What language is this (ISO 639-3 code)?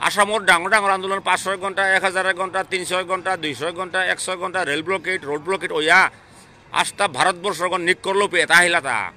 bpy